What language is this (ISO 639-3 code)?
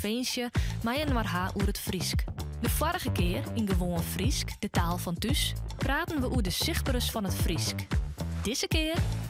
fry